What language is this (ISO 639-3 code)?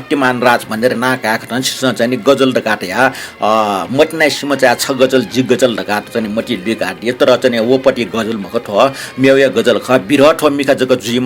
new